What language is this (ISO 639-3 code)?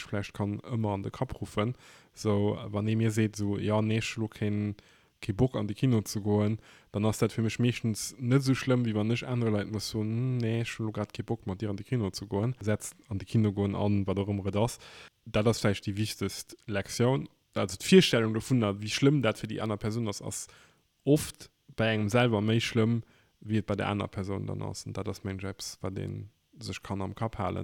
ltz